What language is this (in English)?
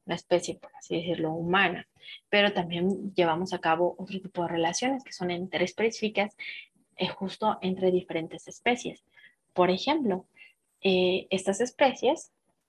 Spanish